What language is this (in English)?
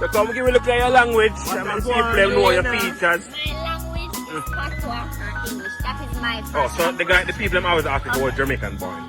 Jamaican Creole English